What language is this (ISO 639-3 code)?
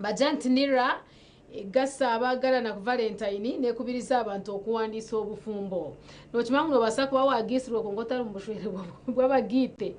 nyn